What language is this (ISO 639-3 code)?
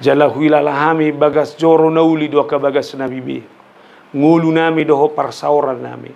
bbc